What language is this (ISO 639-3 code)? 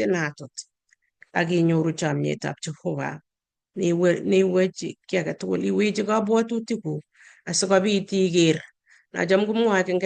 kln